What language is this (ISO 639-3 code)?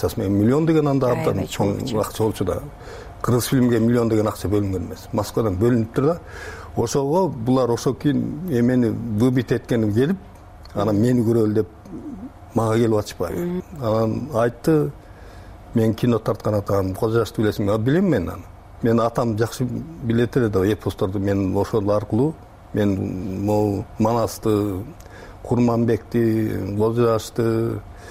kir